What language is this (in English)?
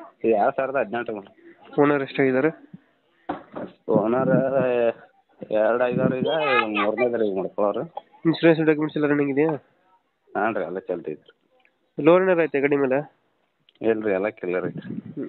Kannada